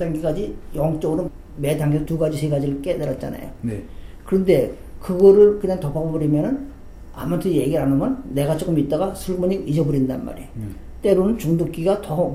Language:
Korean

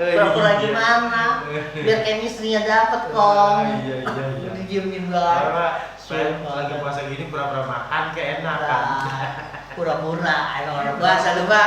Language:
Betawi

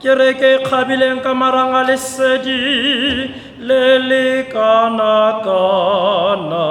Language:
Tswana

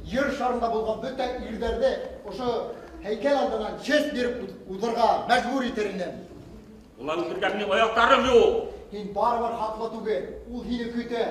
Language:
Bashkir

